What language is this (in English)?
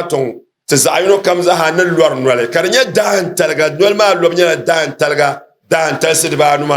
Dagbani